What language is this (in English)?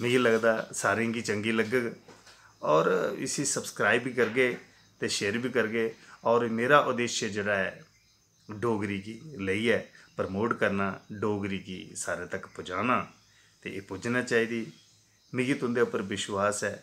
Dogri